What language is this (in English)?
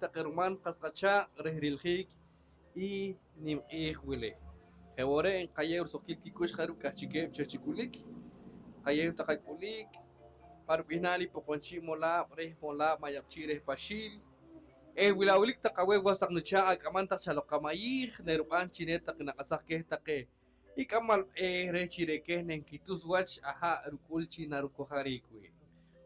Poqomchi'